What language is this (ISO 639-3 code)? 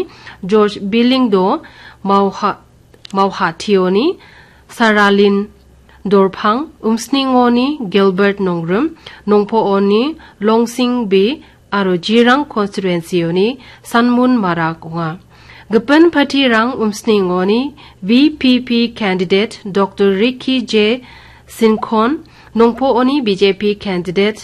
grt